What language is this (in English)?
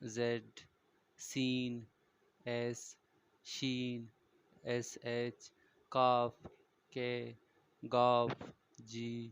Baluchi